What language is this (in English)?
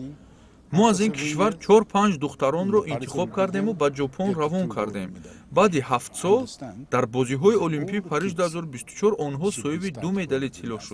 Tajik